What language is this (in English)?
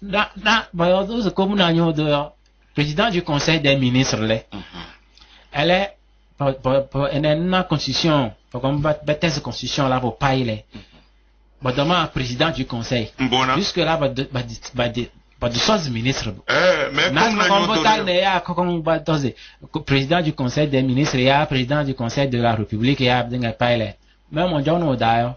Kabiyè